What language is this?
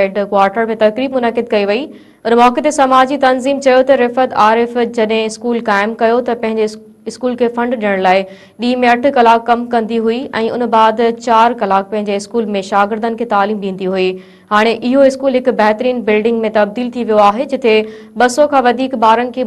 Sindhi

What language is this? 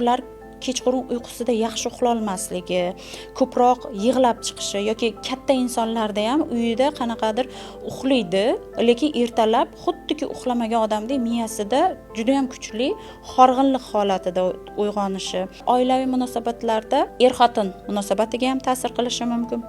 Uzbek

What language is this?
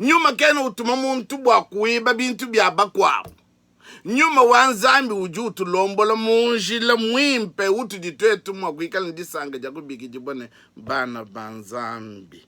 Luba-Lulua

